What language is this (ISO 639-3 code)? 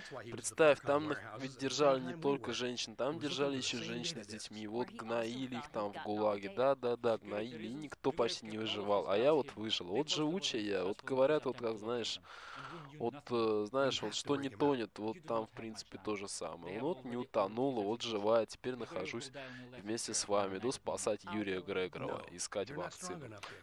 rus